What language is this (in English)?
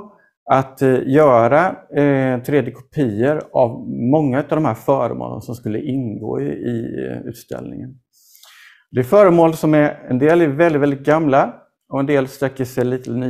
Swedish